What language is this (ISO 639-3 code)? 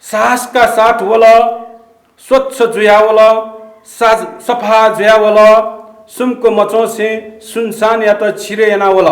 new